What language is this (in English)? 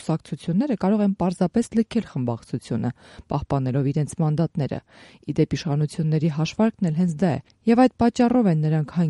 Armenian